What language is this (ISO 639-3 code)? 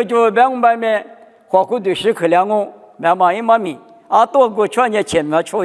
lis